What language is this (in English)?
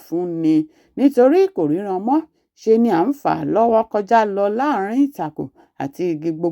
Yoruba